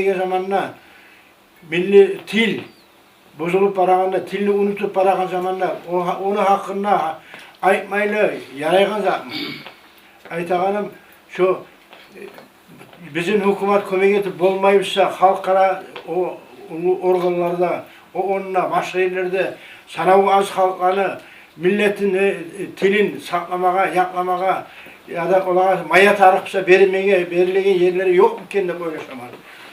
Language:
Kumyk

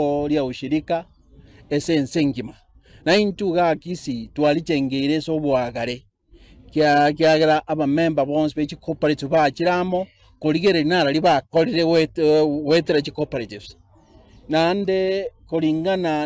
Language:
Gusii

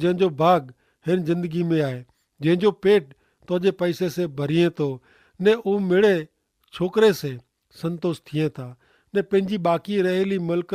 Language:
Kachhi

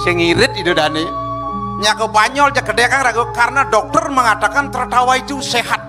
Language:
Balinese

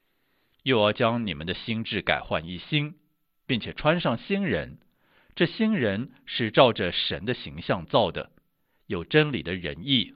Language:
Chinese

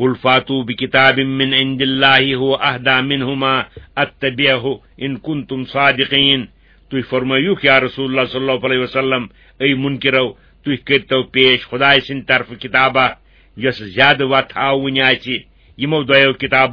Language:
Kashmiri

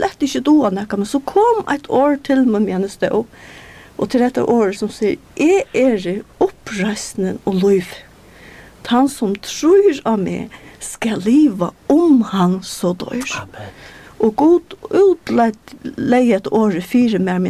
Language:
Faroese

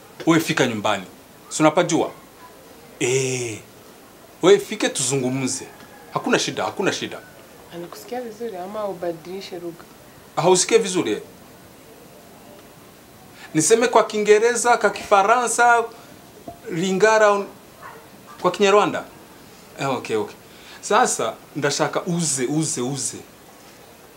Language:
Kinyarwanda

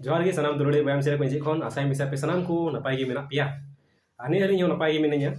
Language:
Santali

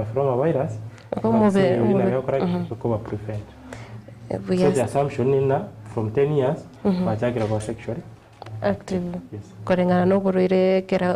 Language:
Gusii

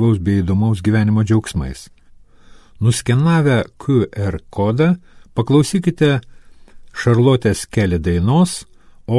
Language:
Lithuanian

